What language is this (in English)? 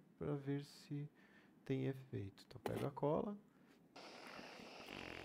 Portuguese